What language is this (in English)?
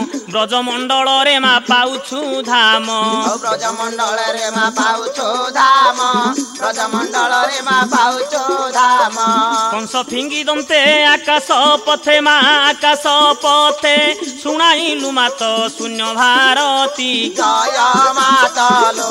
Odia